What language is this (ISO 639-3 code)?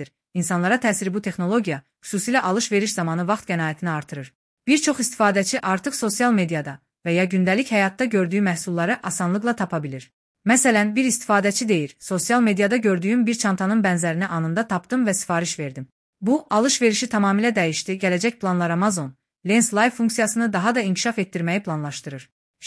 aze